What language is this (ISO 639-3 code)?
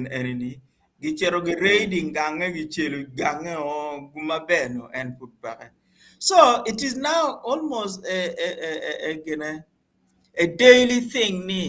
ach